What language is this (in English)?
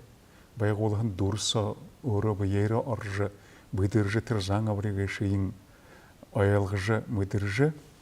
Buriat